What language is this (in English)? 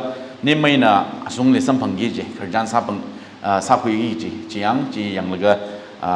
Tangkhul Naga (India)